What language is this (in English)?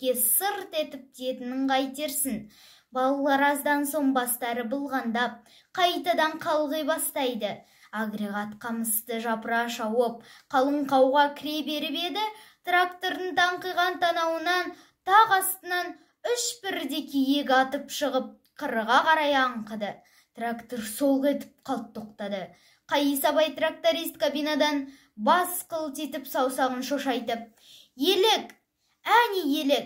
Kazakh